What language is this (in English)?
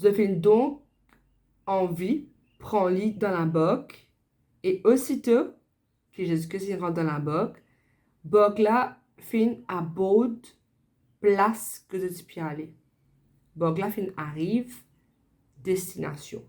Morisyen